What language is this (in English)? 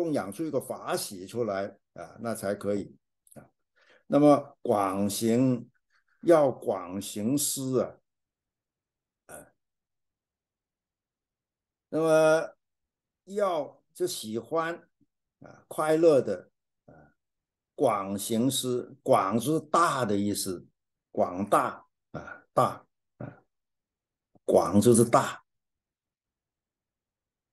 Chinese